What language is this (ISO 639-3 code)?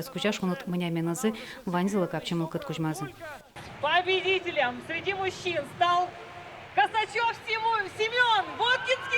udm